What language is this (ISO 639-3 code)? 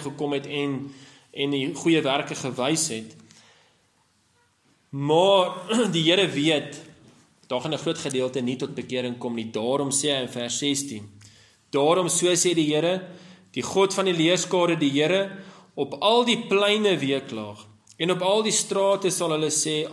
afr